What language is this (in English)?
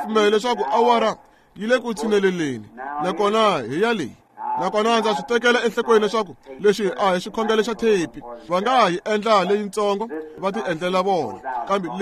Tsonga